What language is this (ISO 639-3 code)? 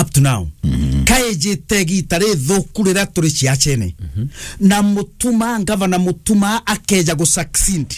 mer